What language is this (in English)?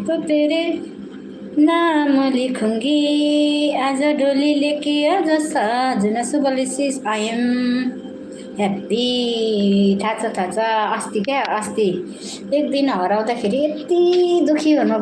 Nepali